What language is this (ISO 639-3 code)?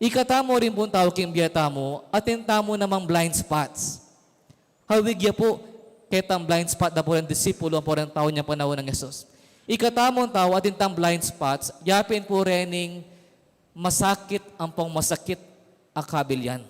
pam